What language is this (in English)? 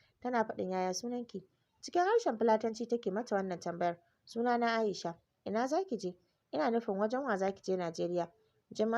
Hausa